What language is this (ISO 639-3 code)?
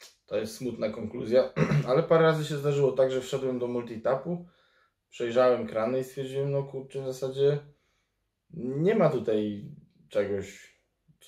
pol